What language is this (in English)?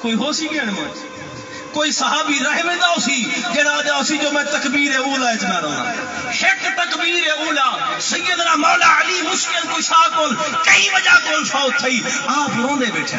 Saraiki